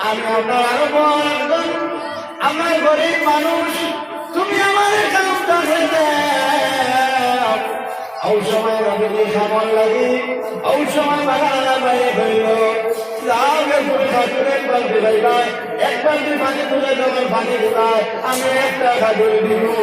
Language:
Sylheti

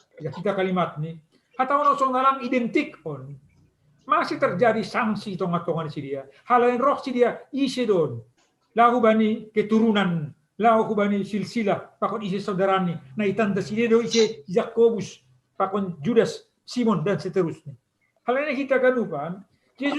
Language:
Batak Simalungun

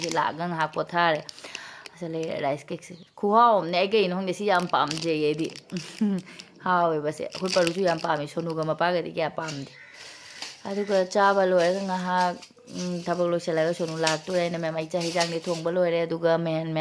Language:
Manipuri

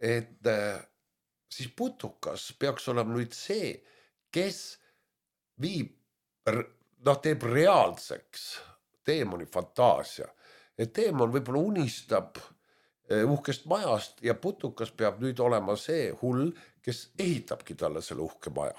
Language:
Estonian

